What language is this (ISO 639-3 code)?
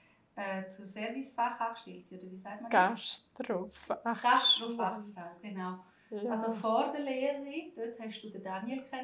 gsw